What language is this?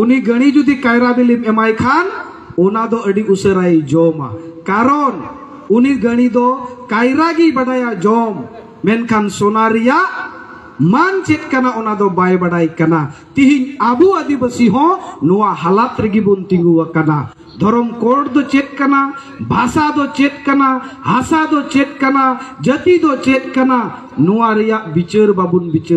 Santali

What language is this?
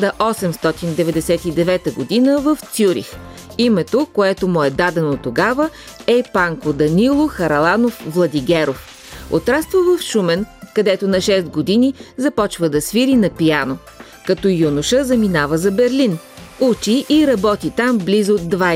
Bulgarian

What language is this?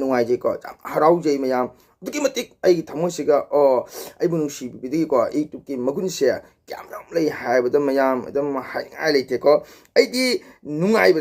Manipuri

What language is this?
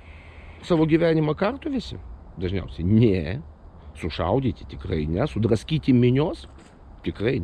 Lithuanian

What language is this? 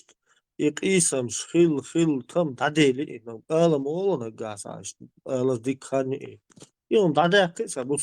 Chechen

